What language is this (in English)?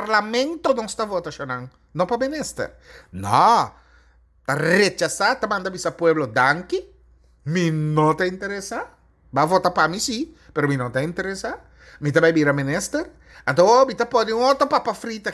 Papiamento